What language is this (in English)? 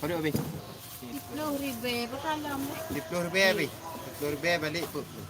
Achinese